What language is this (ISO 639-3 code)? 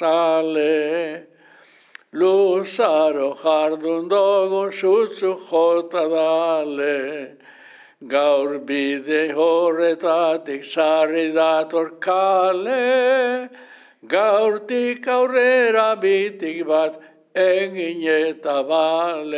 eus